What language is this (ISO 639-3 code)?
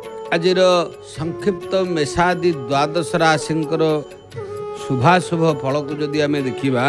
ori